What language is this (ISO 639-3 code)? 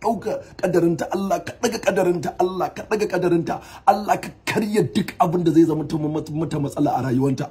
hau